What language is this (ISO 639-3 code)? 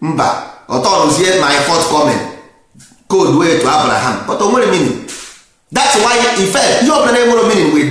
ibo